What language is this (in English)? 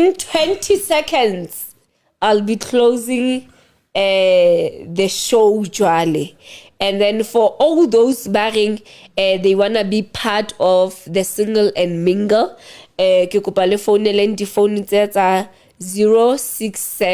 Southern Sotho